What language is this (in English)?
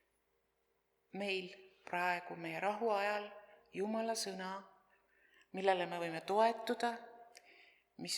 Estonian